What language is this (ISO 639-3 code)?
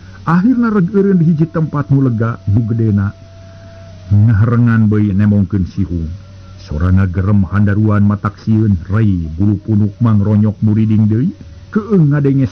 sun